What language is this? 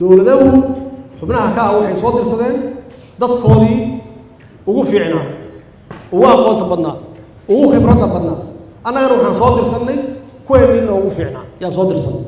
Somali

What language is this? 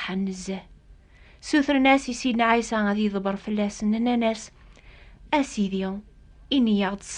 Kabyle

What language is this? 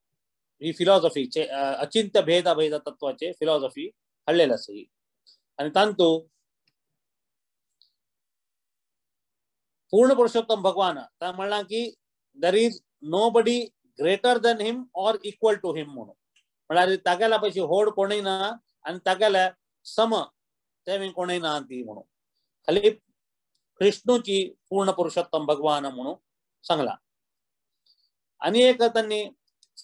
Konkani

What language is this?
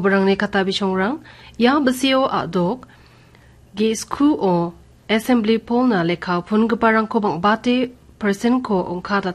Garo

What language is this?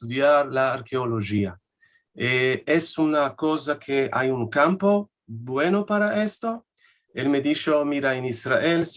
Ladino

